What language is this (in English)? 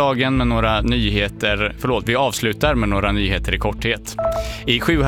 Swedish